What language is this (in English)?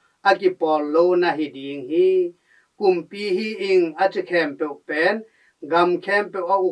Tedim Chin